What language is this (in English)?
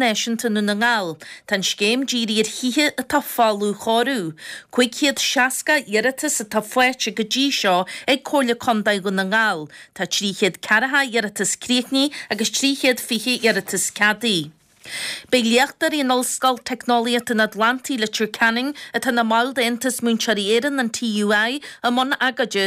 Irish